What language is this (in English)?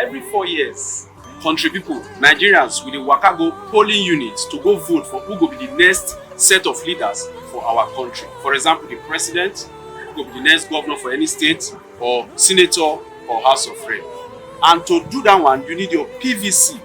Nigerian Pidgin